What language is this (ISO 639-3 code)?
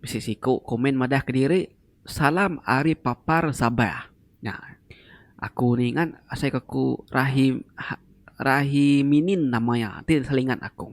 iba